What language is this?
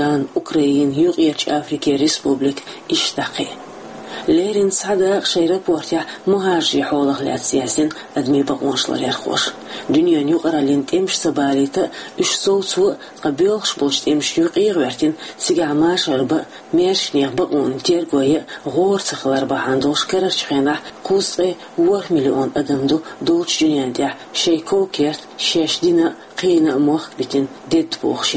Chechen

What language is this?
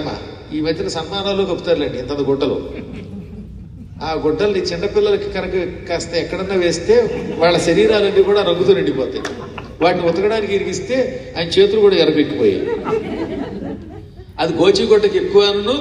Telugu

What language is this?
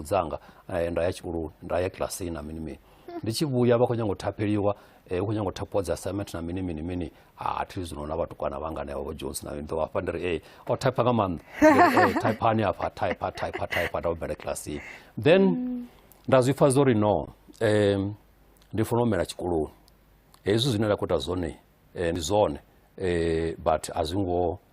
Venda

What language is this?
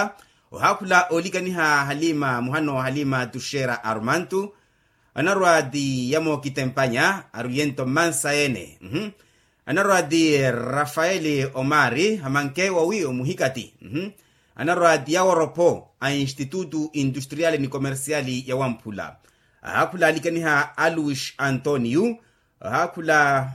Makhuwa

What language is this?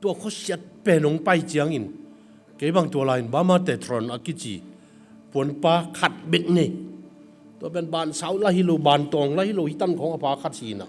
Tedim Chin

